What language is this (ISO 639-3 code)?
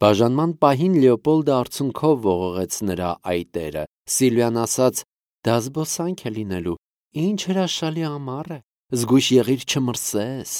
hye